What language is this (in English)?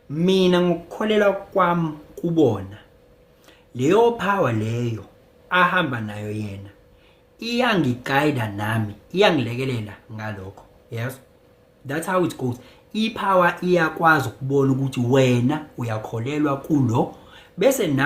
Zulu